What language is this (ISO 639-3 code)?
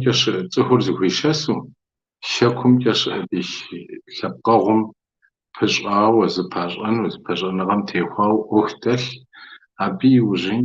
kbd